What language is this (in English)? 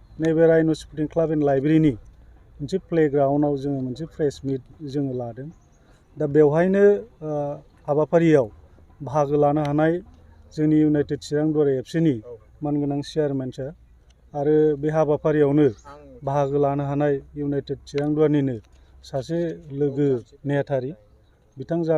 Bodo